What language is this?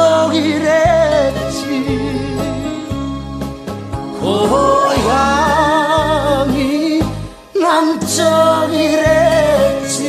Korean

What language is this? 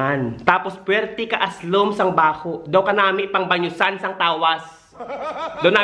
Hiligaynon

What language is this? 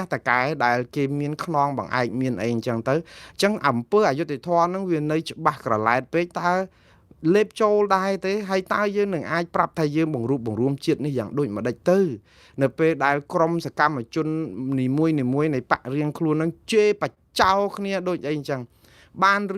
Khmer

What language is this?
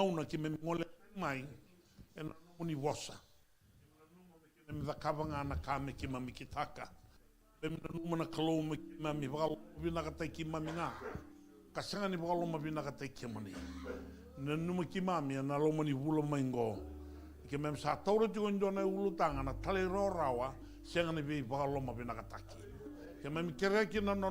Fijian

